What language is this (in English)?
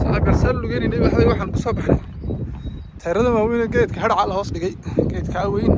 Somali